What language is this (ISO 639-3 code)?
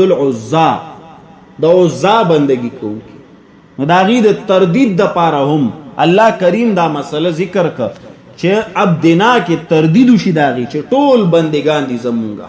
pus